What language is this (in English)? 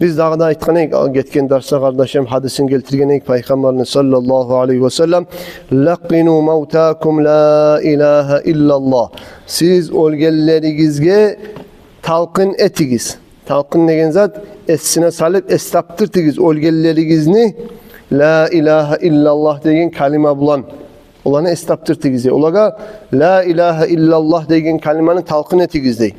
Kumyk